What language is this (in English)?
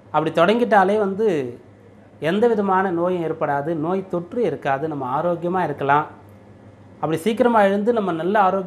Tamil